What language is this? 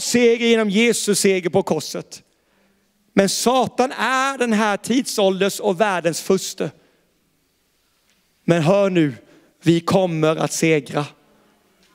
Swedish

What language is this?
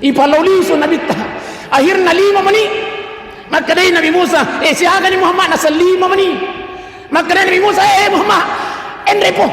Buginese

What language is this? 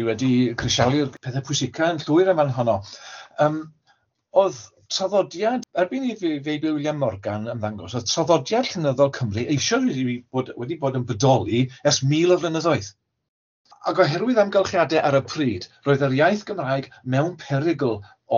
Welsh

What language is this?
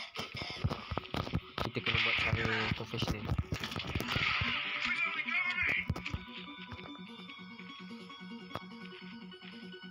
Malay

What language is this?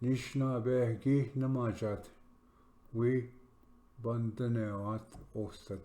Ojibwa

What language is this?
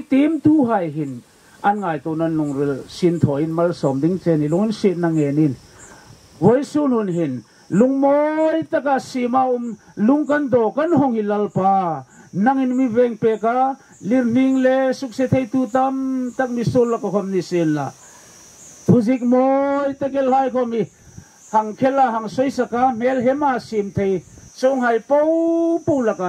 Hmar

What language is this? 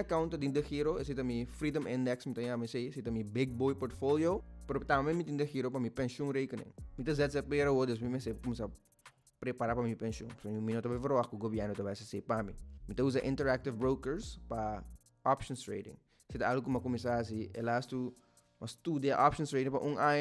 Papiamento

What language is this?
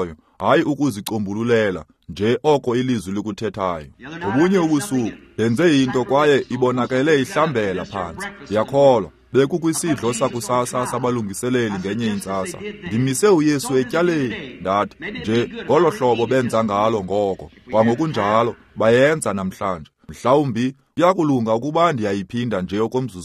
Xhosa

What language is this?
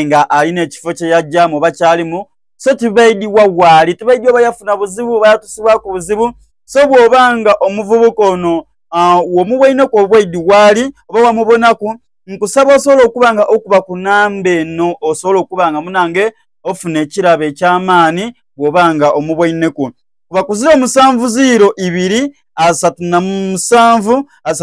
Soga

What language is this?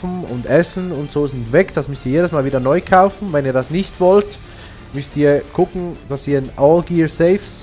Swiss German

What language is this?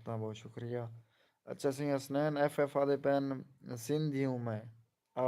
Saraiki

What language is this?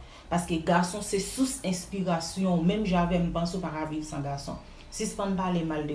Haitian Creole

